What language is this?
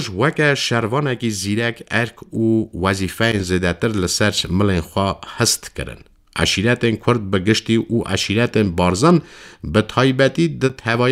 Kurdish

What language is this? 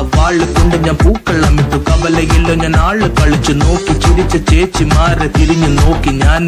Malayalam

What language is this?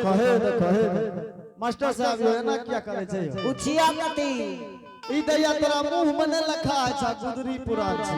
Angika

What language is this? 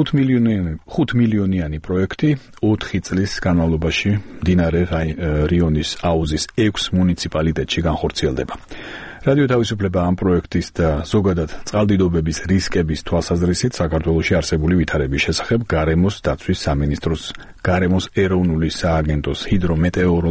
Georgian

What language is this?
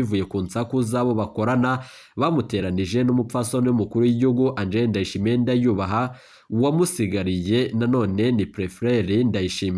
Rundi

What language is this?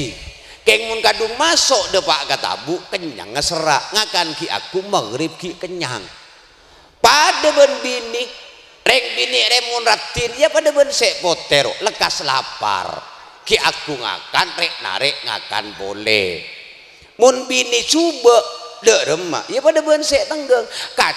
Madurese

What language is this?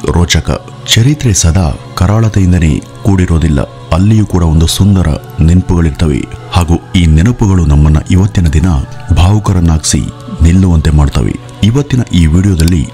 Kannada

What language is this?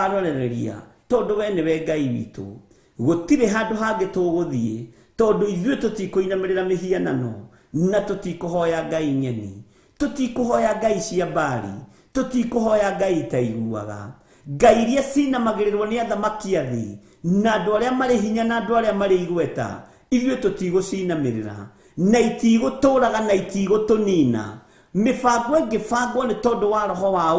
Kikuyu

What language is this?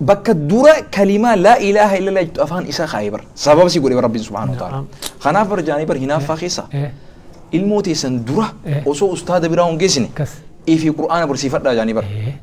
Oromo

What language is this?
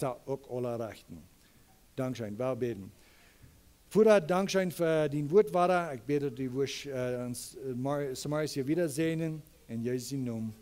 Plautdietsch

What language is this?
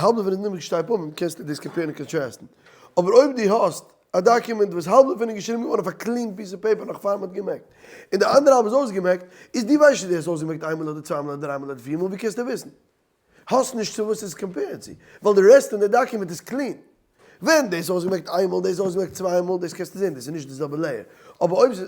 Yiddish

